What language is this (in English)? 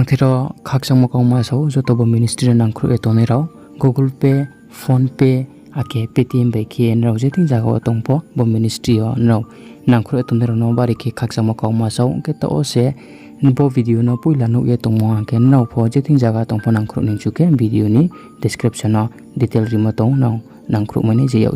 Riang (India)